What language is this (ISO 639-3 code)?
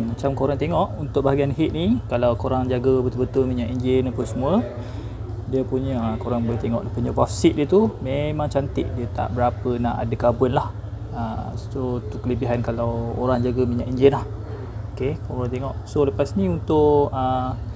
msa